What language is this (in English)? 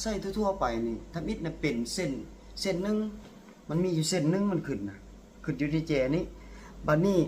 Lao